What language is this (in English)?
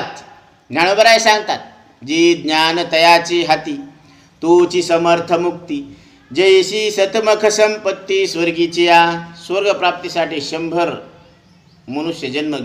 Marathi